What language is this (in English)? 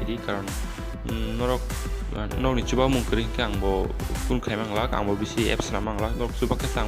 Kok Borok